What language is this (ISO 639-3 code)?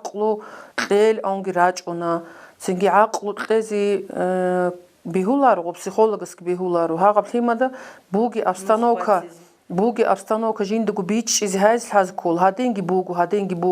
ava